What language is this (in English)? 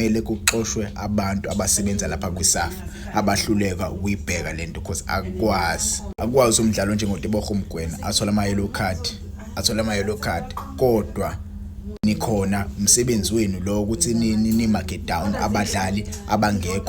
Zulu